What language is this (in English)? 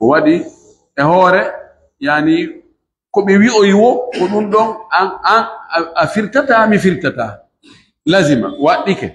Pular